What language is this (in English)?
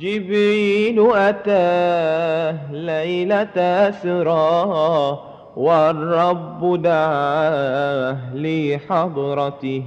Madurese